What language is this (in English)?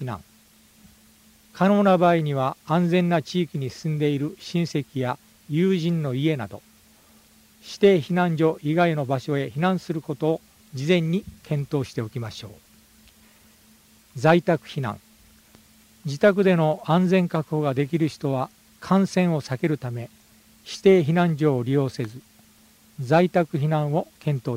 Japanese